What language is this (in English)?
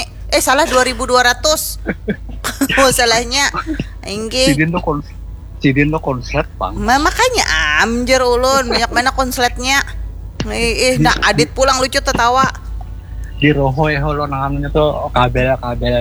Banjar